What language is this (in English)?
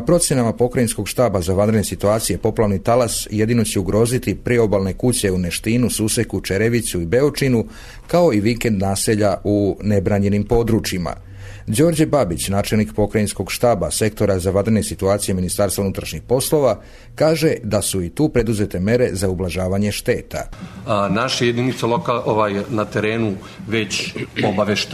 Serbian